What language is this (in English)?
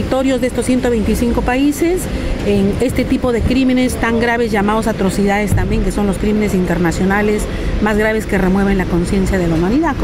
Spanish